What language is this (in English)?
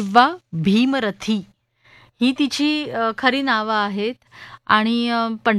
Marathi